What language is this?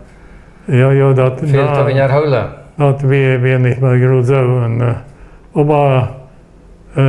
Plautdietsch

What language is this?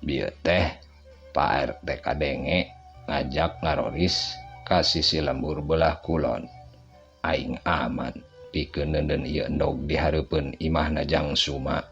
Sundanese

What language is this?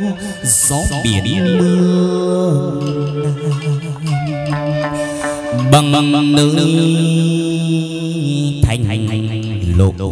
Vietnamese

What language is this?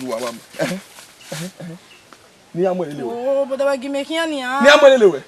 Bini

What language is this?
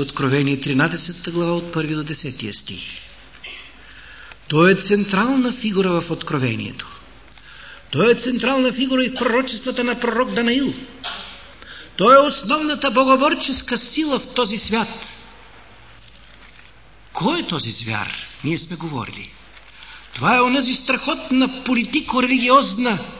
Bulgarian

